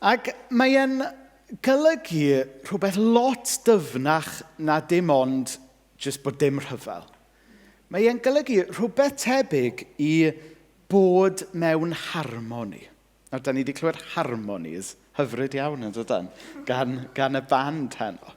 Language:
Welsh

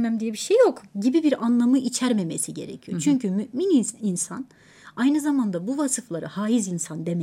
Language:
Turkish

